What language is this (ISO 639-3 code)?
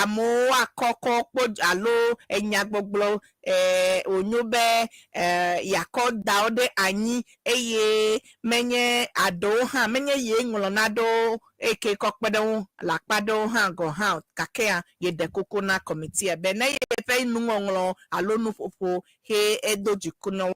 ewe